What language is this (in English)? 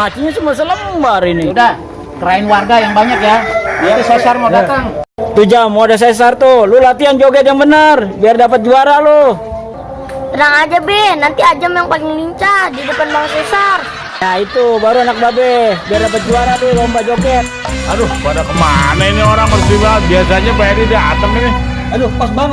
Betawi